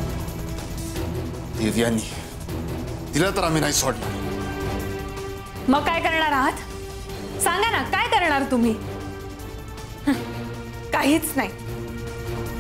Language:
Marathi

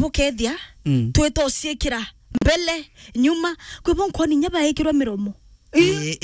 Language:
Meru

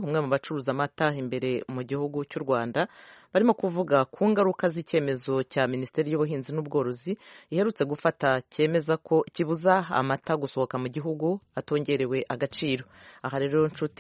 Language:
Kinyarwanda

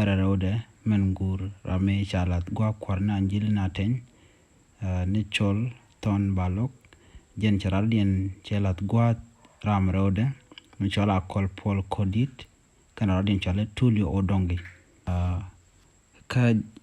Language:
Nuer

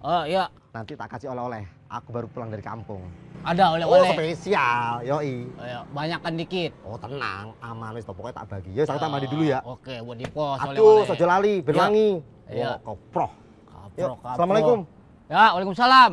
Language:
Betawi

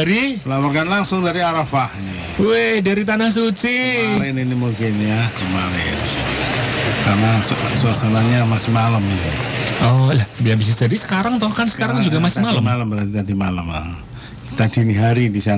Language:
Indonesian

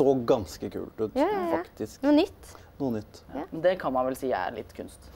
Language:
Norwegian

